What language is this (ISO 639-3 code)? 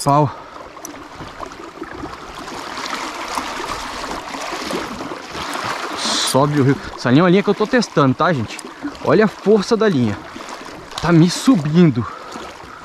por